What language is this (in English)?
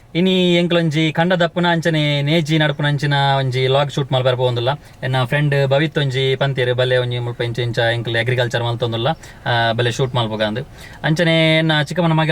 Tulu